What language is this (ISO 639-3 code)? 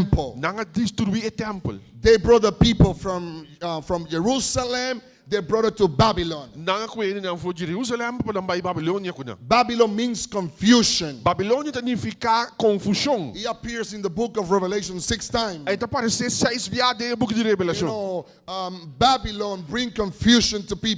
pap